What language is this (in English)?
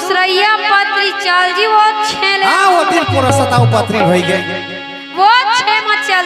Chhattisgarhi